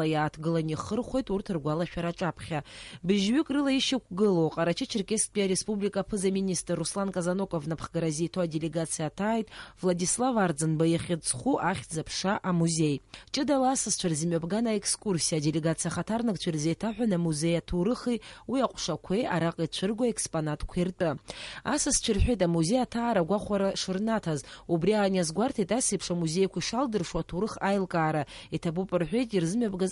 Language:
Abkhazian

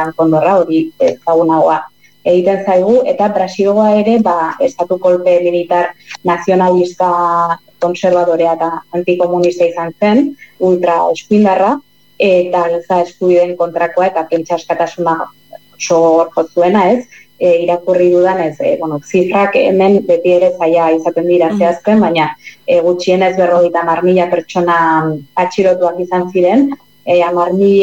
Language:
Basque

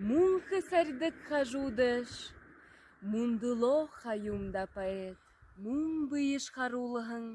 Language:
Buriat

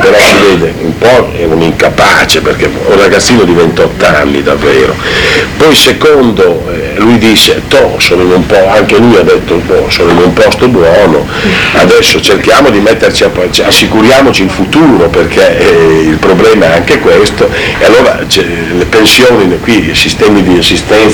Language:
Italian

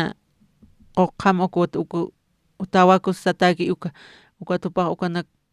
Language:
Aymara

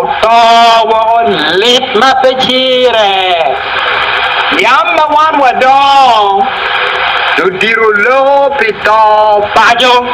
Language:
Acoli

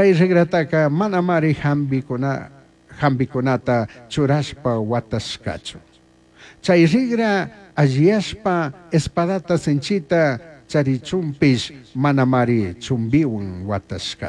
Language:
Chimborazo Highland Quichua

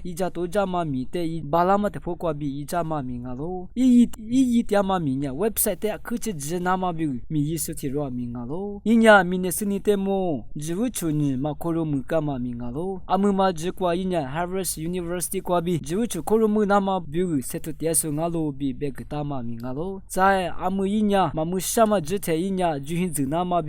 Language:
Lisu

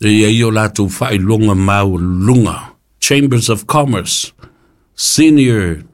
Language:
Samoan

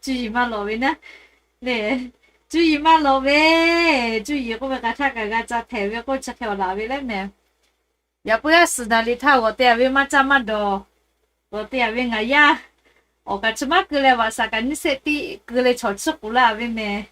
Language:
Lahu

